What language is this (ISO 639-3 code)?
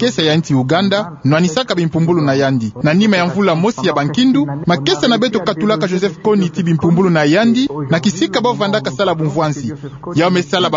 ktu